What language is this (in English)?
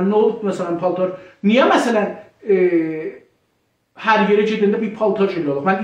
South Azerbaijani